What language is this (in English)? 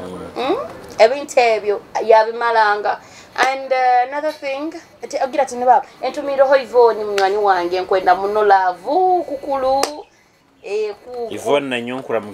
Nyoro